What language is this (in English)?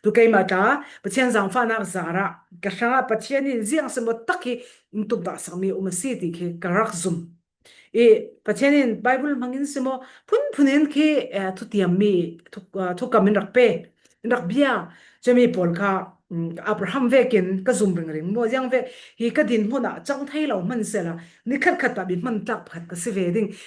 Falam Chin